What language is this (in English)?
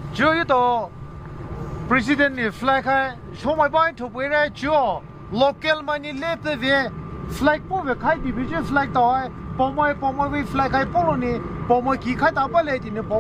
Poumei Naga